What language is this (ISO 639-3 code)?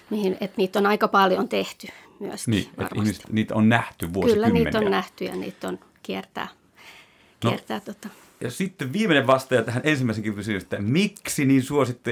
fin